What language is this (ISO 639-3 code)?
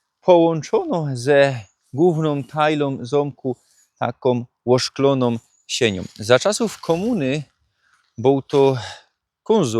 szl